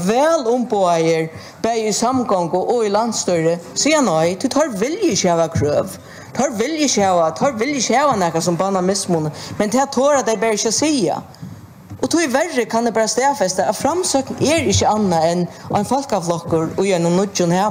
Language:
Faroese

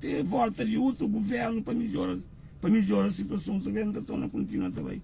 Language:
Kabuverdianu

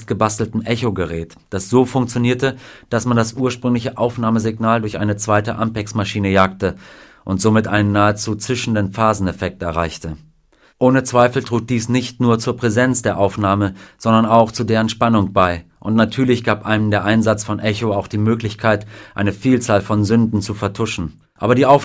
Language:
German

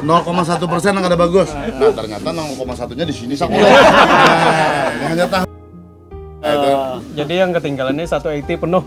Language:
Banjar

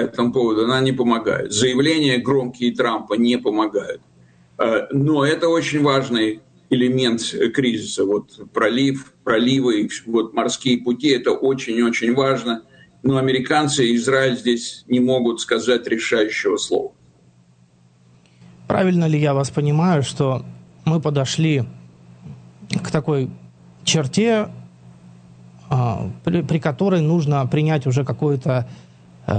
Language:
Russian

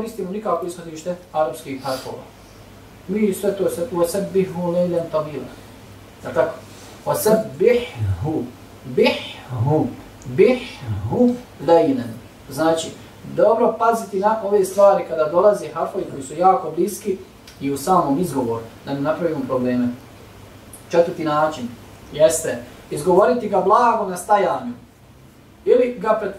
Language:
Bosnian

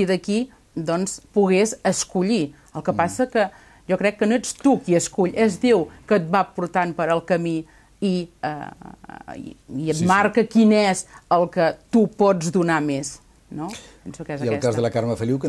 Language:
Catalan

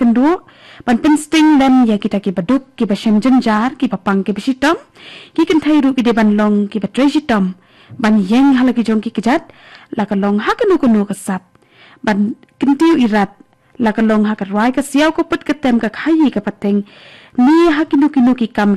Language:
Khasi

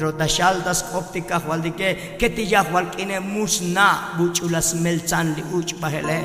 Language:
Tzotzil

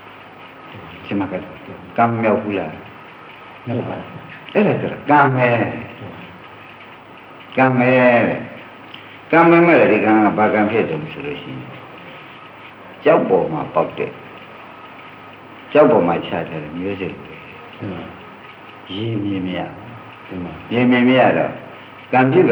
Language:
Burmese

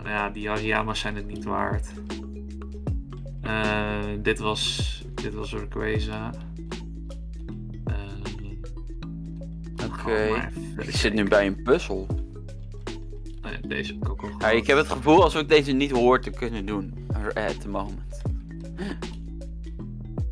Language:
Dutch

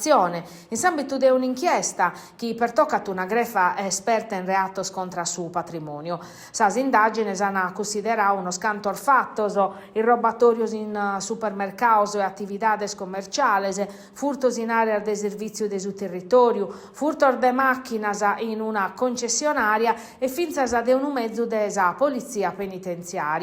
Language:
Sardinian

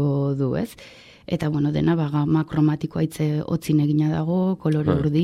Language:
Basque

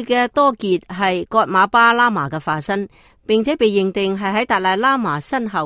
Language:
Cantonese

